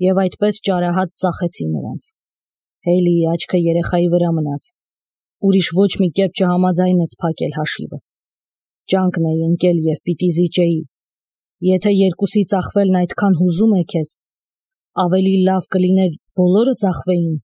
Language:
Armenian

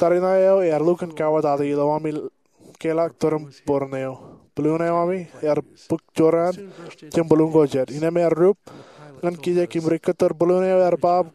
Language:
Marshallese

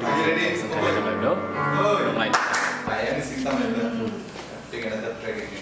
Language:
Kok Borok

